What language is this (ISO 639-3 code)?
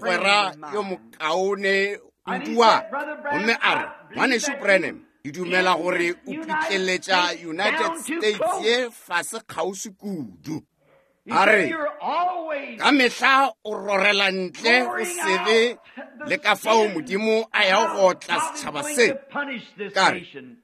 nso